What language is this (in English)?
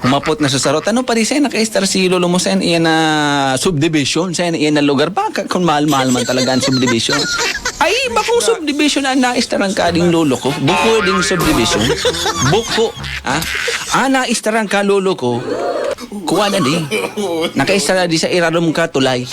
Bikol